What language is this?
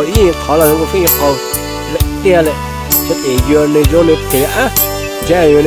Hmong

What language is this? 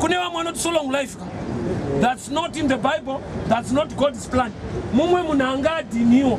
Shona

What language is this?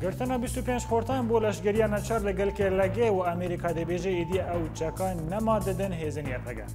Kurdish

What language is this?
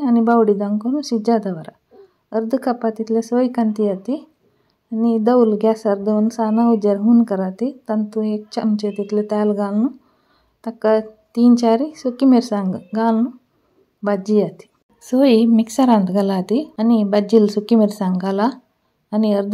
Konkani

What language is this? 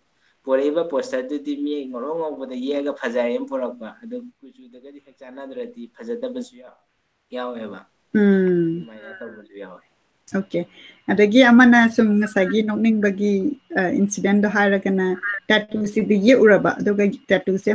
Manipuri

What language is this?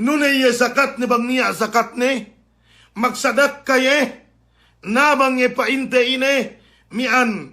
Yakan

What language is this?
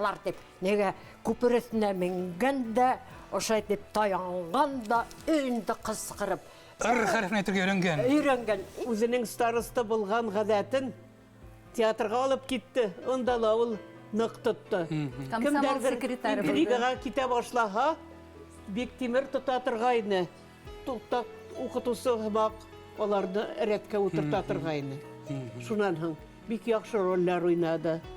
Bashkir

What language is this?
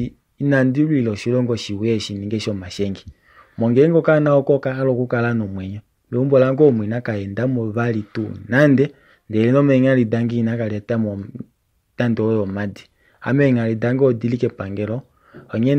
Kuanyama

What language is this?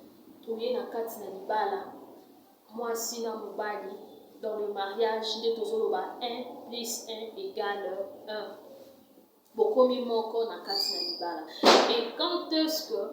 Lingala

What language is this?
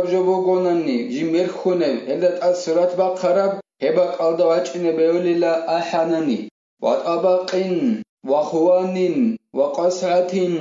Avaric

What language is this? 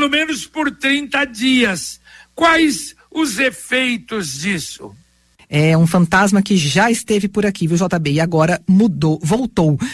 Portuguese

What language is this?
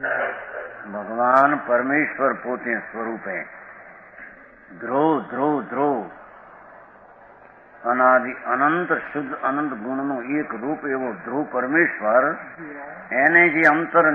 Gujarati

